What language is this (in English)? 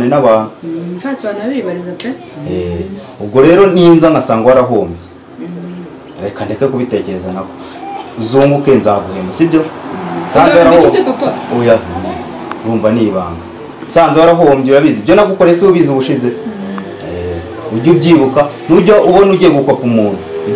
Kinyarwanda